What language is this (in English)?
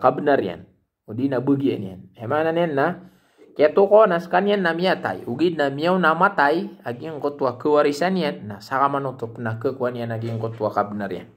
Maranao